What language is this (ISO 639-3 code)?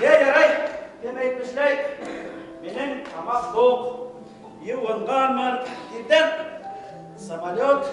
bak